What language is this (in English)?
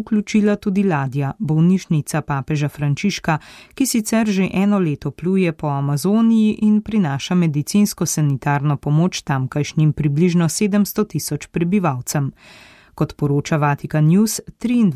Slovenian